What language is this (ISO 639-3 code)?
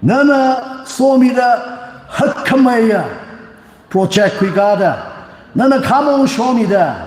nmf